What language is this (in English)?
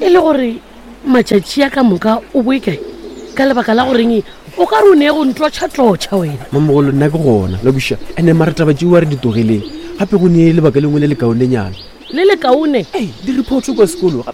Northern Sotho